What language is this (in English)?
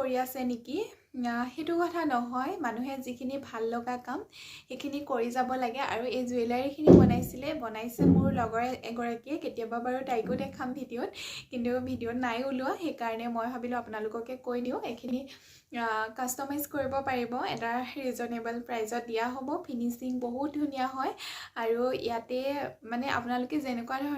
Assamese